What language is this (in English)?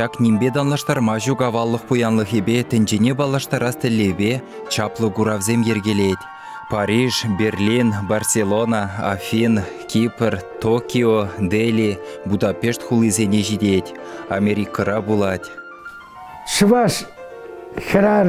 Chuvash